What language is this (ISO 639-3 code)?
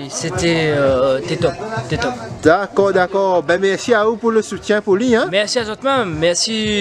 rcf